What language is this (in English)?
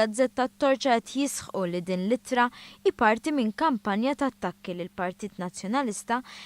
Maltese